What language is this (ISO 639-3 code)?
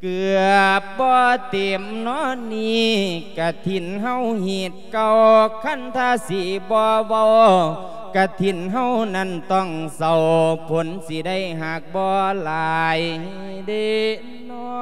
lao